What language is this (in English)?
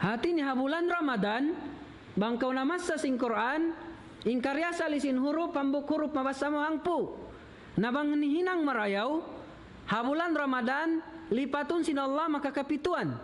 Tausug